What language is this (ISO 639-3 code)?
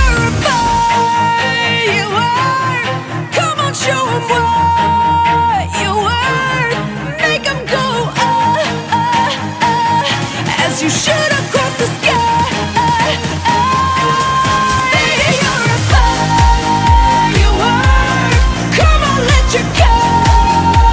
eng